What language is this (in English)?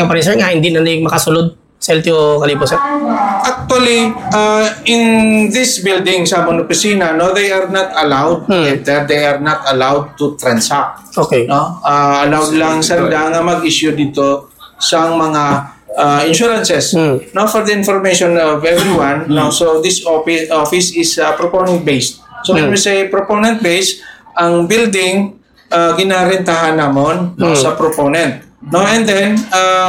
Hiligaynon